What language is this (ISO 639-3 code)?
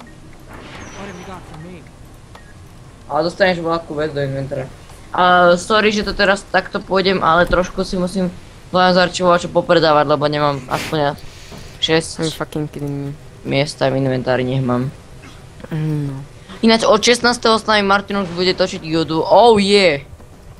slk